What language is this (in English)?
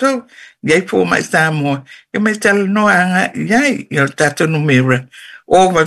Samoan